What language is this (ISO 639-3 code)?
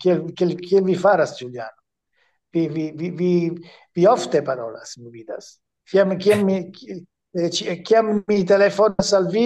epo